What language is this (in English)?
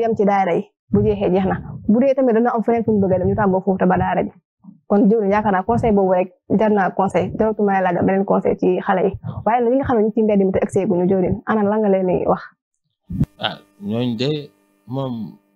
Wolof